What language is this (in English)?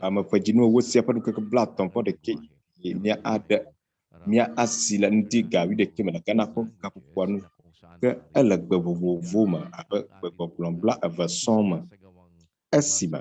Ewe